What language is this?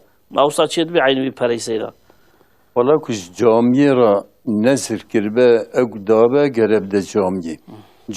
Kurdish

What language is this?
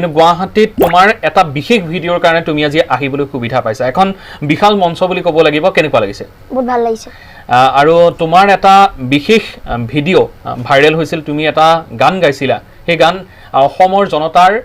Assamese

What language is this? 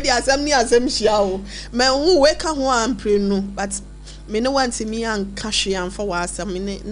Akan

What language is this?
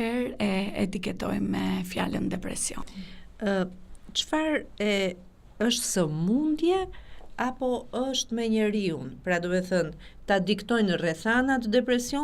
Albanian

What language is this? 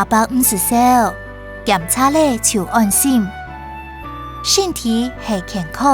Hakka Chinese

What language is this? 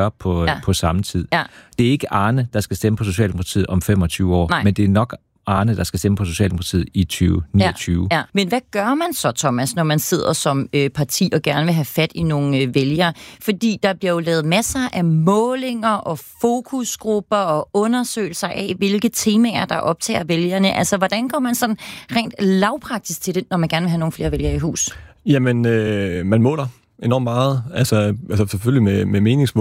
Danish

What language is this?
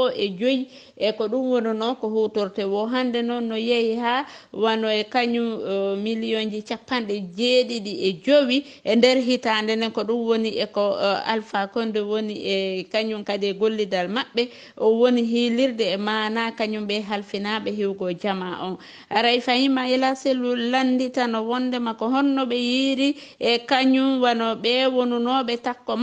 Fula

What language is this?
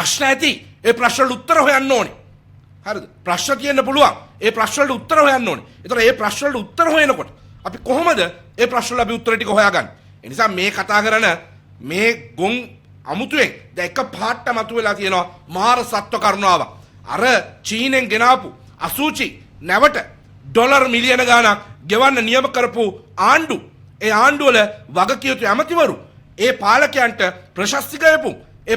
Sinhala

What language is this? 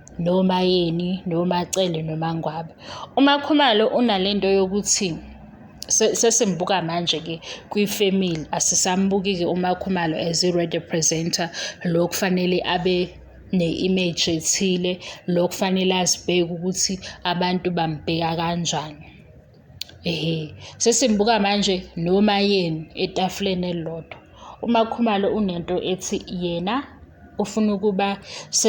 Zulu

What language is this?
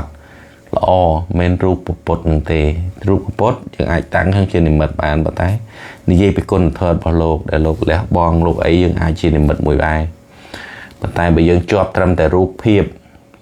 Khmer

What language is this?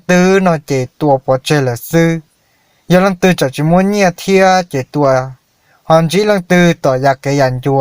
Hmong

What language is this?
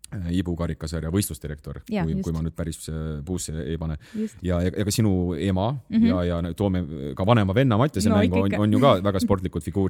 Estonian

